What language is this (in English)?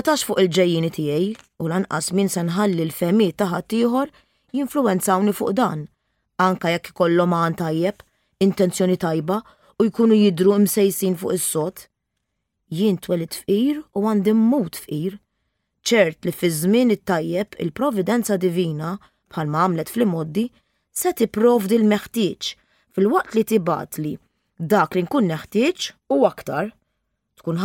Maltese